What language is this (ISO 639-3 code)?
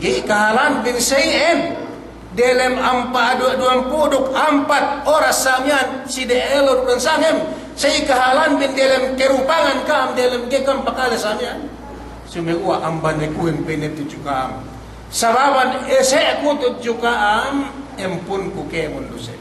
yka